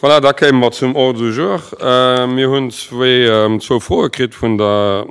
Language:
Luxembourgish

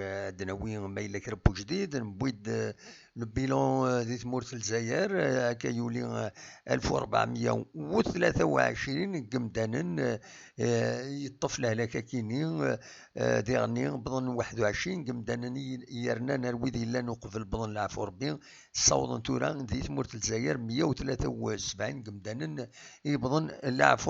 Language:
Kabyle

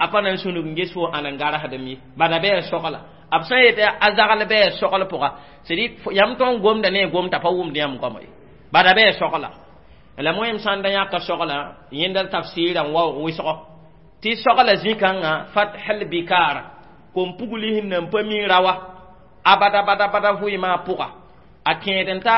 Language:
Mossi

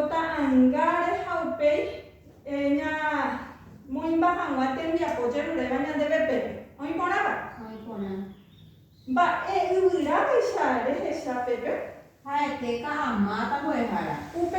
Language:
Guarani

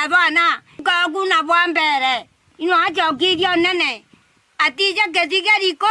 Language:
Meru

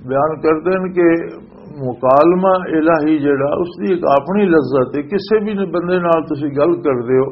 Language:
Western Panjabi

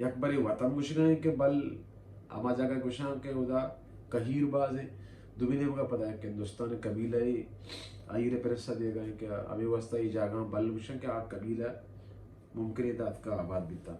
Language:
Baluchi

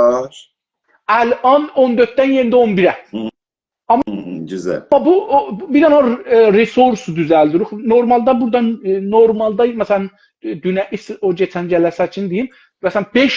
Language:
South Azerbaijani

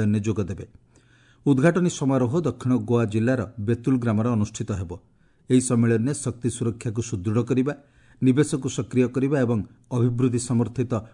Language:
Odia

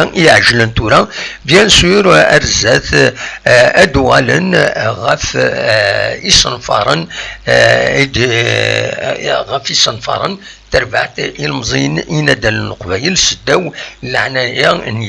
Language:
Kabyle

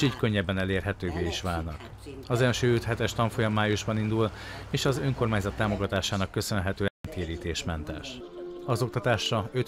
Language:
Hungarian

